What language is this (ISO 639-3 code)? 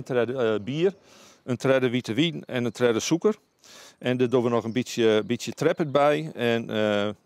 fry